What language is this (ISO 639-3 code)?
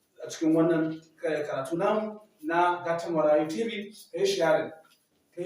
hau